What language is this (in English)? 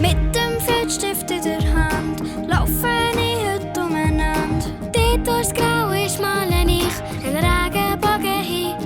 Swiss German